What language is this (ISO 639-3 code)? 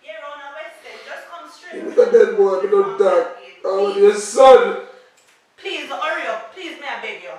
jam